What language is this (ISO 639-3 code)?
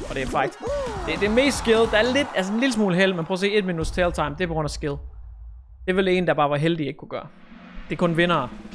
dan